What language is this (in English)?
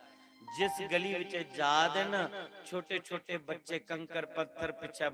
Dogri